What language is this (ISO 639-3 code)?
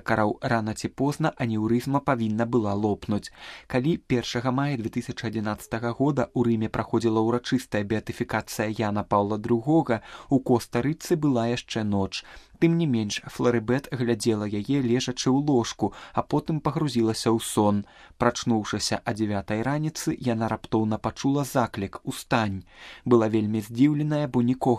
bel